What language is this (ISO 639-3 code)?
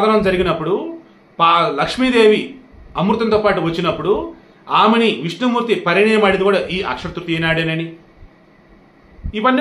tel